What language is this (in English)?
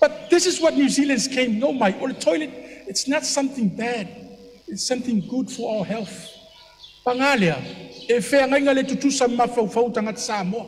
Samoan